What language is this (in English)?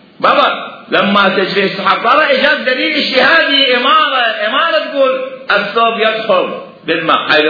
Mesopotamian Arabic